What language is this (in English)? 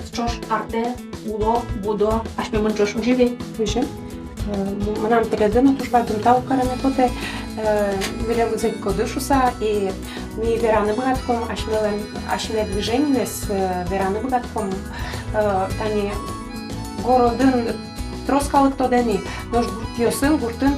Udmurt